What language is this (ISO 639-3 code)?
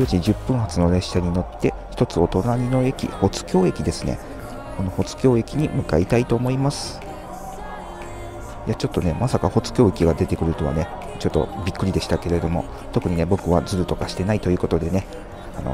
jpn